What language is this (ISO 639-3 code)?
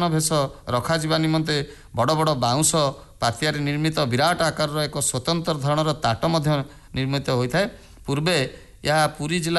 ori